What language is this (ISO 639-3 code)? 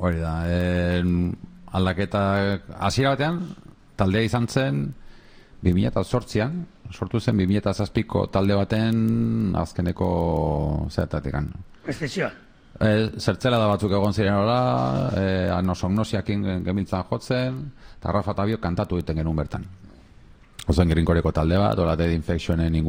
eus